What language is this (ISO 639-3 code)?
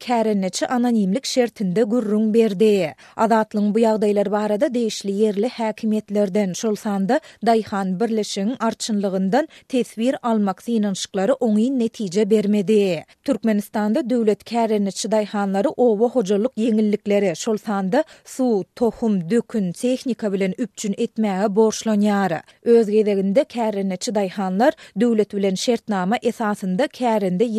tuk